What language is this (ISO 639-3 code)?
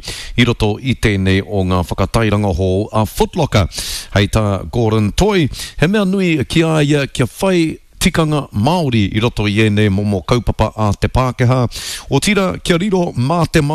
mri